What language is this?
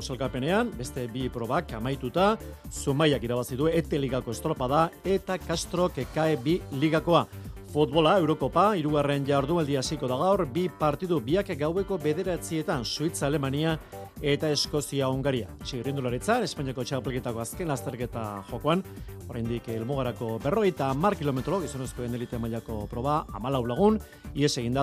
Basque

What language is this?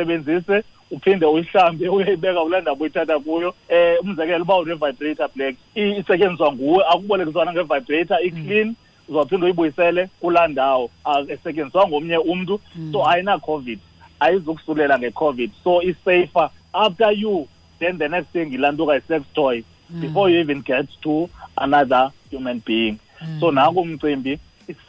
Xhosa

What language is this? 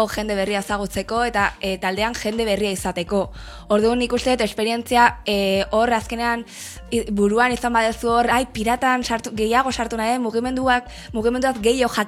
Basque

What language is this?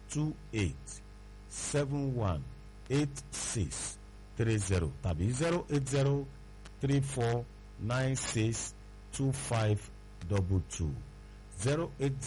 Yoruba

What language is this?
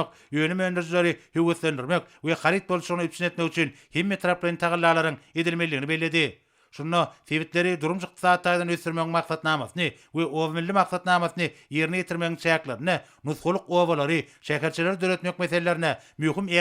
Turkmen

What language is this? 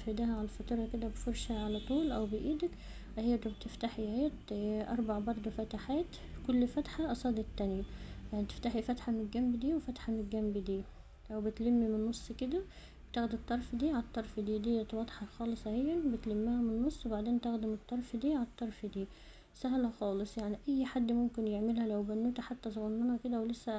Egyptian Arabic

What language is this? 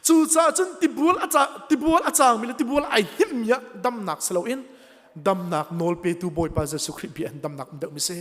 Hakha Chin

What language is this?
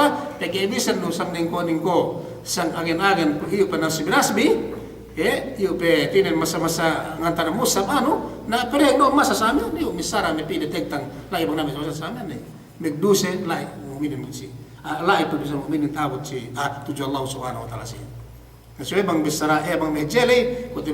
Yakan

